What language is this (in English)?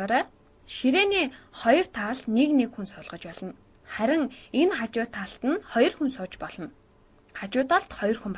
Mongolian